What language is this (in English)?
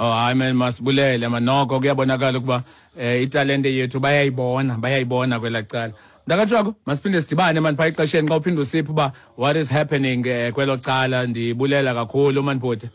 Xhosa